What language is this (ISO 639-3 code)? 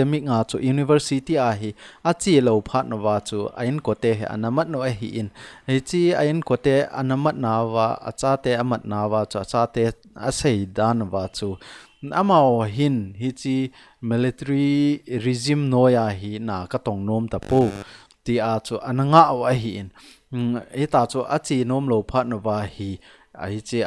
tcz